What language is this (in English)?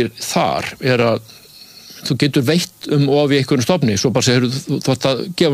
Icelandic